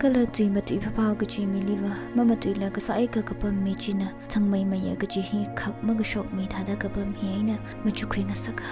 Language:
Tangkhul Naga (India)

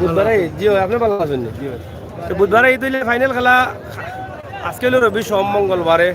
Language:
Sylheti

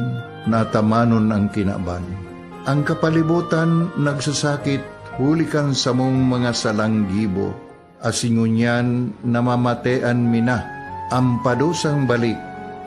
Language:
Bikol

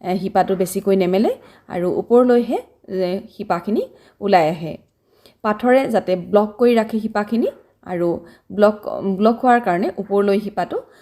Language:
Assamese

